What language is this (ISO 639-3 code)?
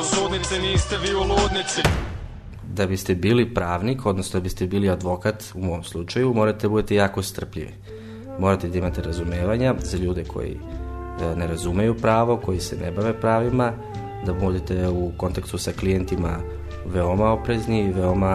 srp